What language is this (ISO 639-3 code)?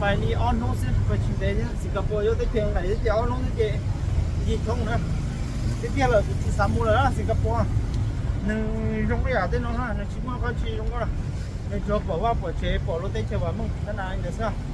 hmn